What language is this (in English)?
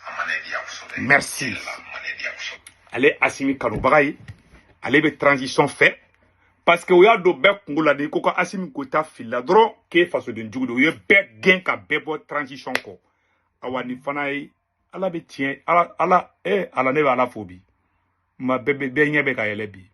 Bambara